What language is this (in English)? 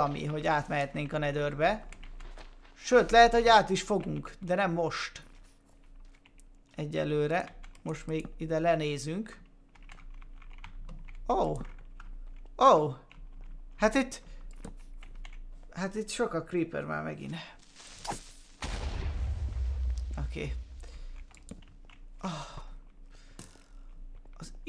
Hungarian